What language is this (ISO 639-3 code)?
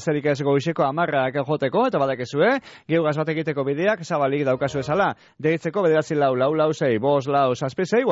eus